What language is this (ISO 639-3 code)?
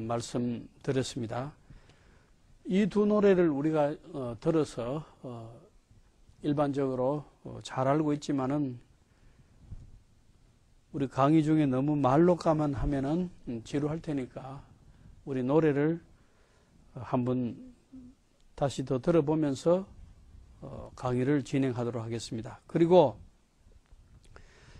kor